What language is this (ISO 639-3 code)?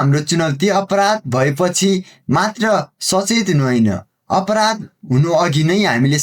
nep